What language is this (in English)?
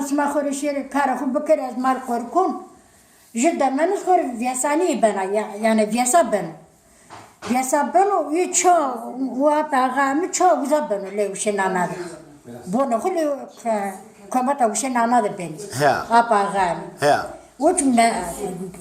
Zaza